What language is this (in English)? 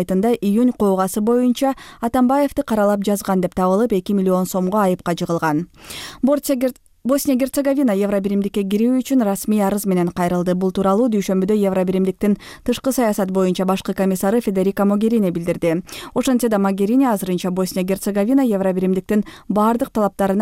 Kyrgyz